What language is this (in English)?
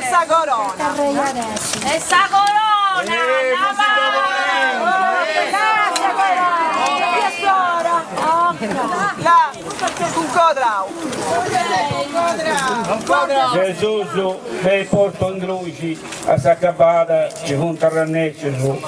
Sardinian